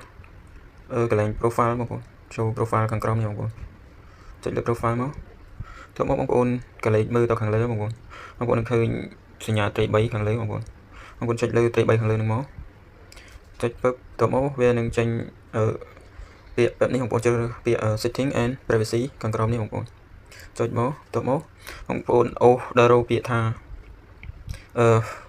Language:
Khmer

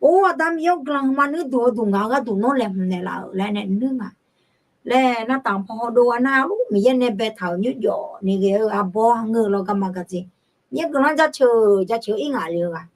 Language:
Akha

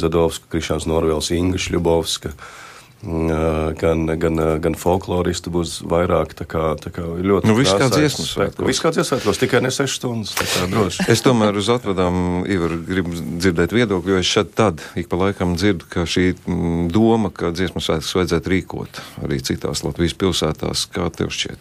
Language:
Latvian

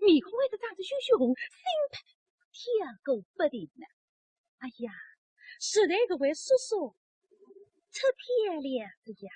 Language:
Wu Chinese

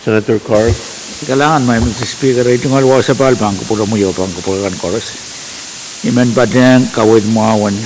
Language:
Pohnpeian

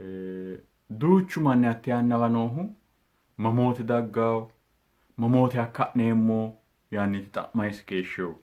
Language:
Sidamo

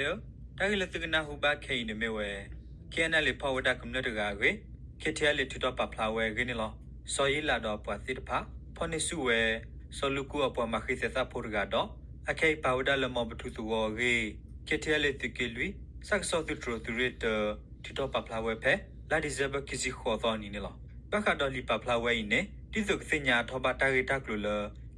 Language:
S'gaw Karen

